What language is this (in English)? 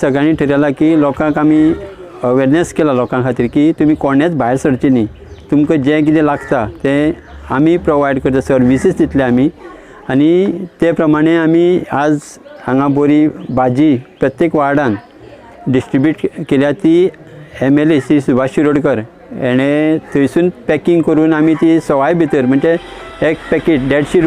Konkani